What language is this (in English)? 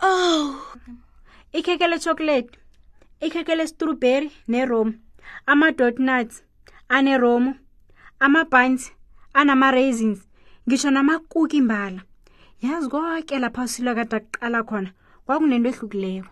South Ndebele